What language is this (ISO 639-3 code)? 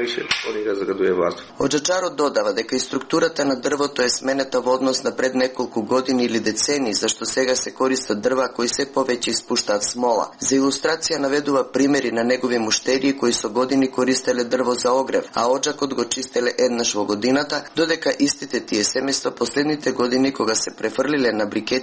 mkd